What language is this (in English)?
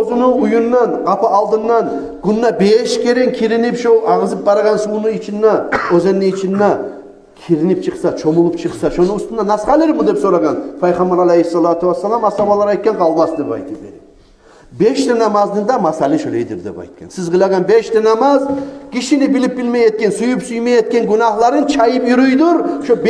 Kumyk